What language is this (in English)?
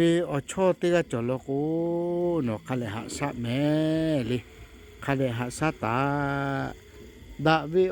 Lahu